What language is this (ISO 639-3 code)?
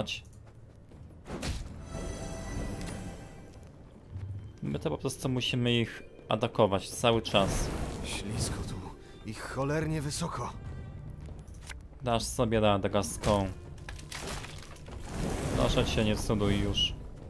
pol